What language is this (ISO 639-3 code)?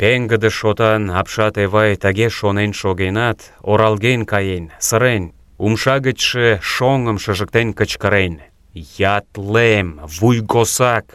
chm